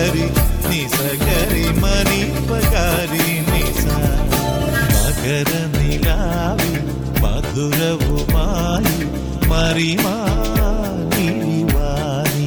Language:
Malayalam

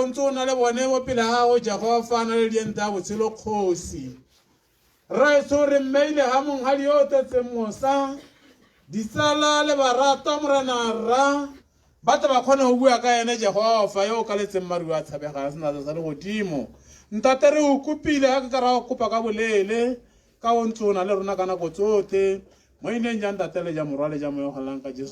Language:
Tswana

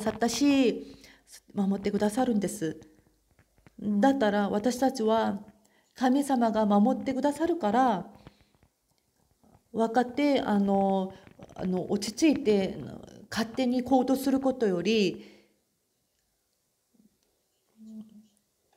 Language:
Japanese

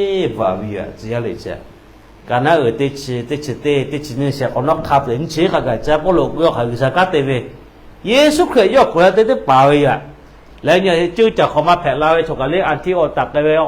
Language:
Lahu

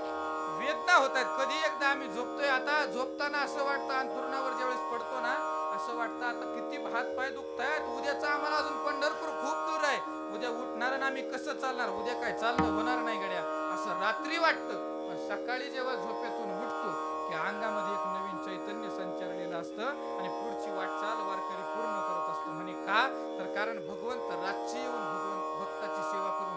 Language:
Marathi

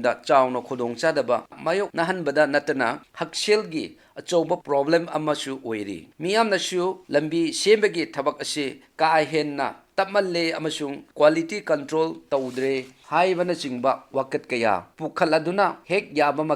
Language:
Manipuri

